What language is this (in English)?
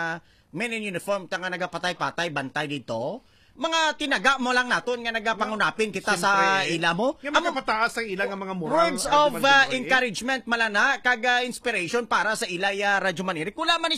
Hiligaynon